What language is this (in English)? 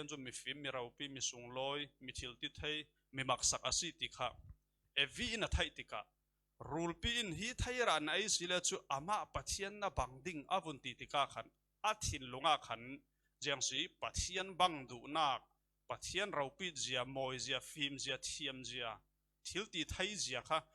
Falam Chin